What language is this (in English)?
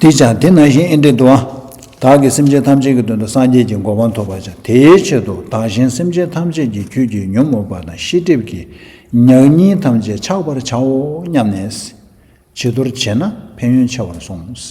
Tibetan